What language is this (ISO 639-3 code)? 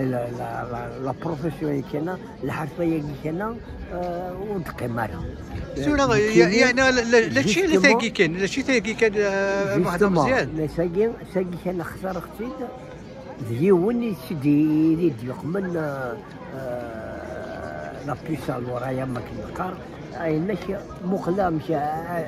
kab